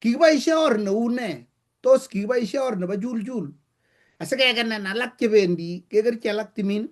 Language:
Kalenjin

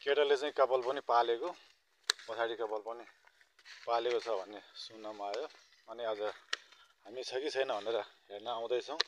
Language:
Nepali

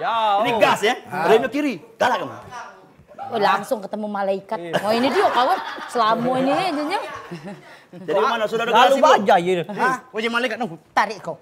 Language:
Musi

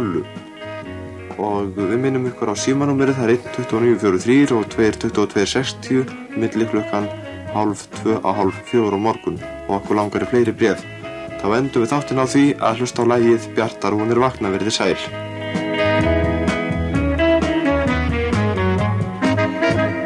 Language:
Icelandic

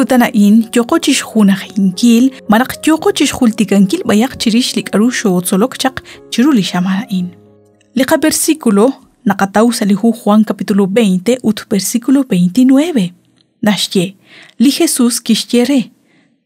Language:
Kekchí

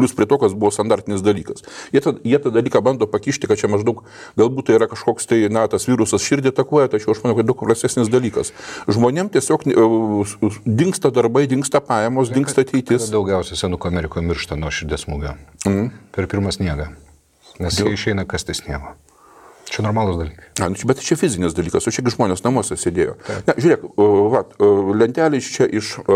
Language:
Lithuanian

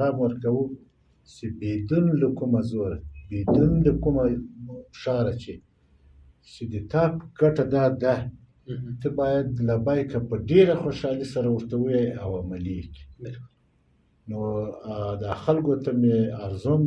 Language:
Pashto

